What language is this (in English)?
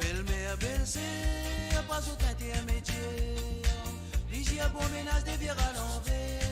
Morisyen